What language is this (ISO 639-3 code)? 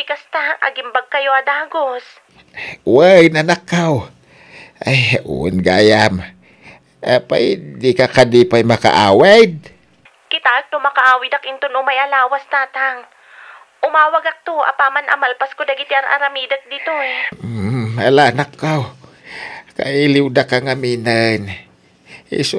ilo